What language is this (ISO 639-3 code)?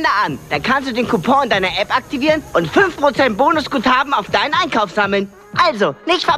deu